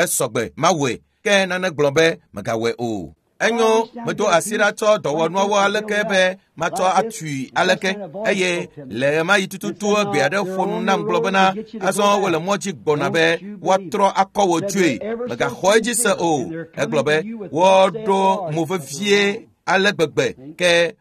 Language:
Ewe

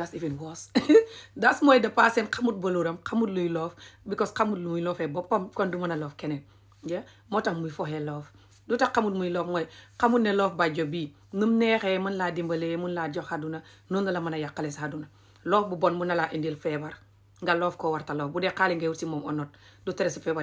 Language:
Wolof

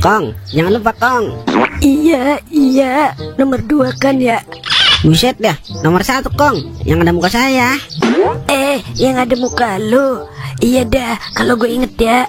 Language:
Betawi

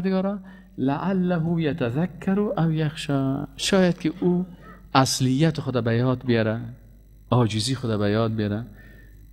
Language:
Persian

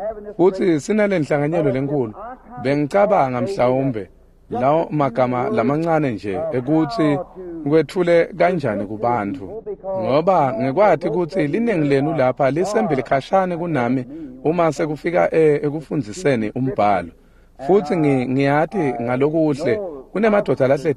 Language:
Swati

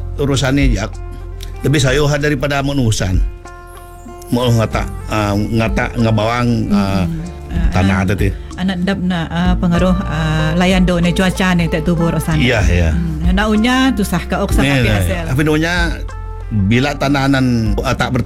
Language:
Malay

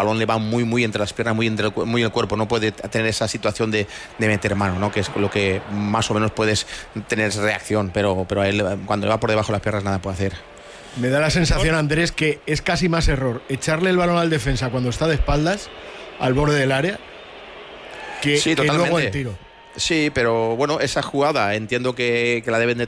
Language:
Spanish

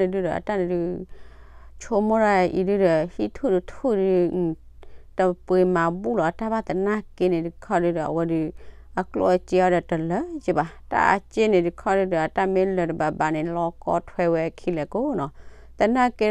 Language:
S'gaw Karen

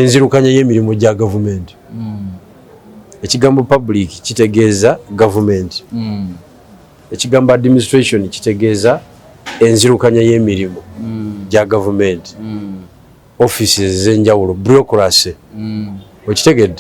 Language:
Ganda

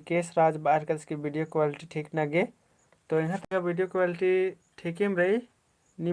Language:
Kurukh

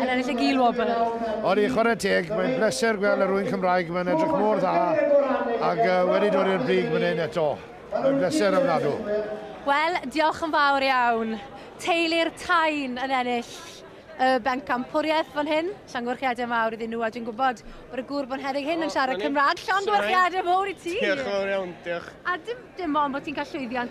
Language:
Welsh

